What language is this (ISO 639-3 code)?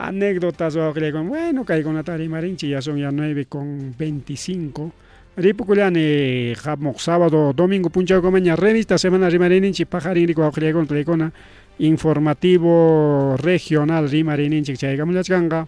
quy